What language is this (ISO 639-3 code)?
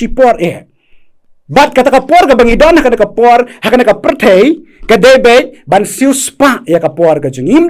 kha